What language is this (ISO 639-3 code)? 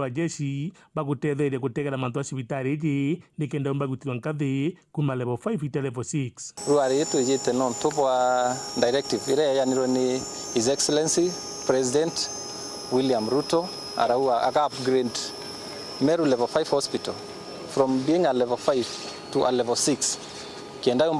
mer